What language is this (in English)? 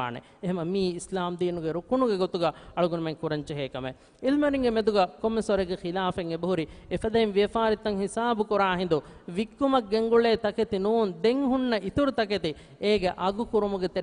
Divehi